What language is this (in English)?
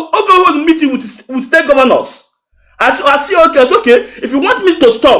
Igbo